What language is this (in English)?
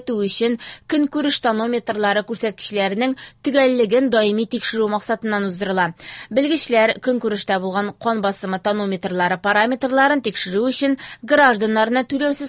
Tatar